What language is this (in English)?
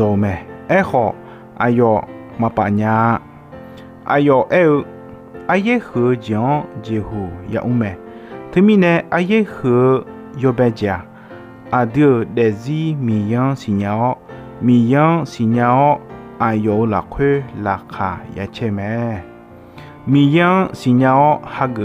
Akha